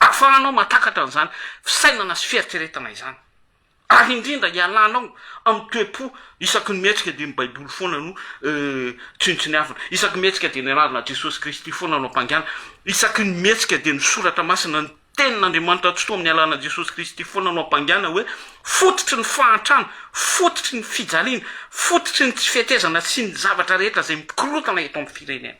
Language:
Malagasy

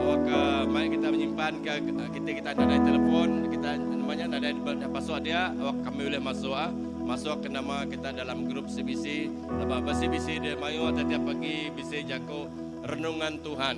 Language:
Iban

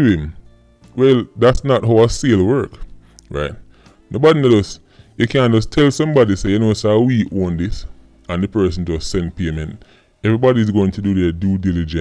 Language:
Jamaican Creole English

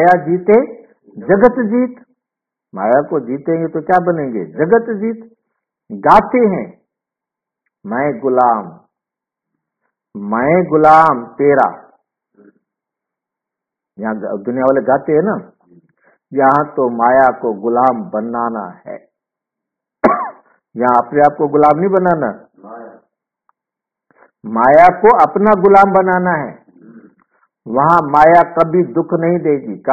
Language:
Hindi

